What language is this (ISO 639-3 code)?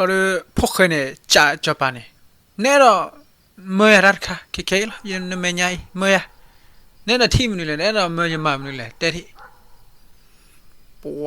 ksw